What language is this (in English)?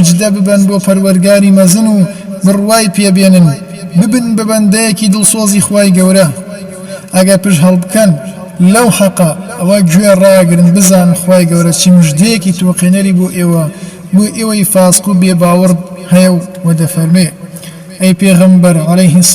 Central Kurdish